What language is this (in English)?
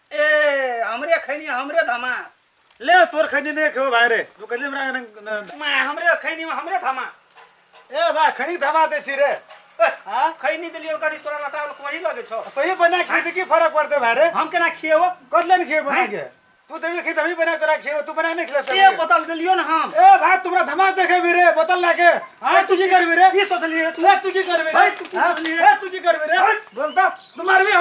Maithili